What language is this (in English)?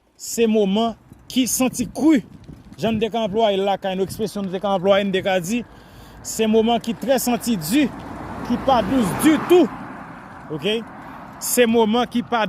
Haitian Creole